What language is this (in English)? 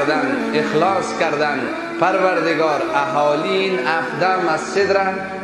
Persian